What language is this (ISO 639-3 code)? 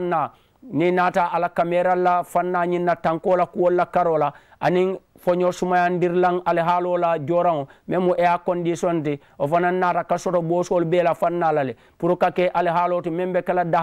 man